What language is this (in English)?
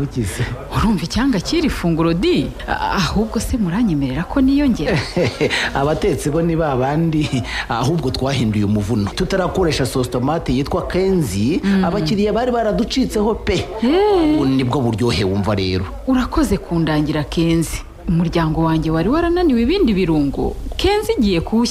Kinyarwanda